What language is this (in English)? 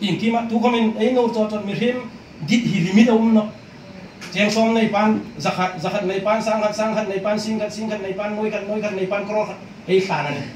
Hmar